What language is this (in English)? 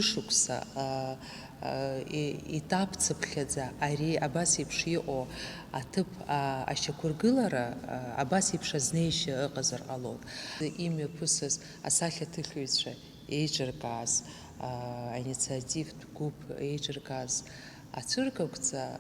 Abkhazian